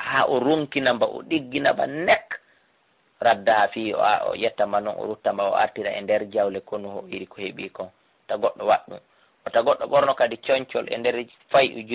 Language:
Fula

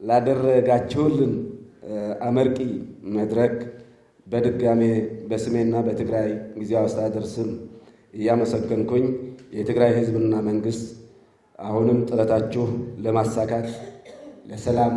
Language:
Amharic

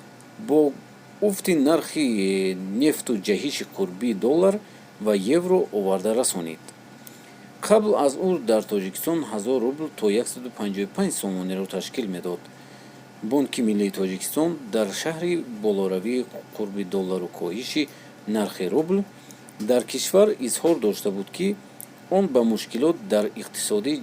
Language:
Tajik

